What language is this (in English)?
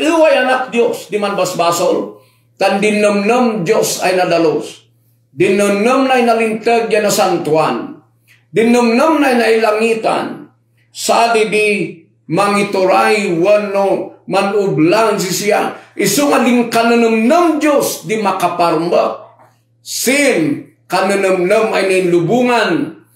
Kankanaey